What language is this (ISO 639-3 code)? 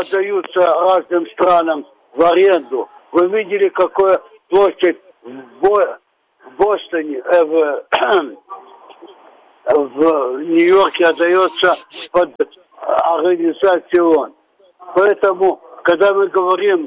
rus